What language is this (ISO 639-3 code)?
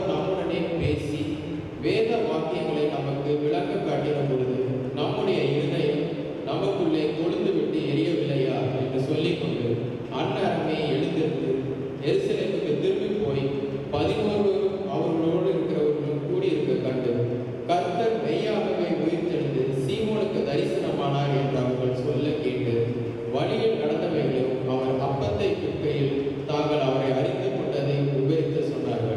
tam